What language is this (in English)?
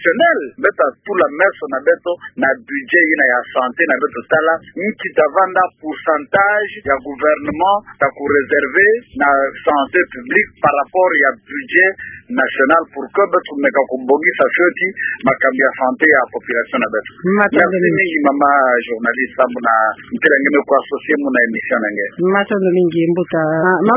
Kituba (Democratic Republic of Congo)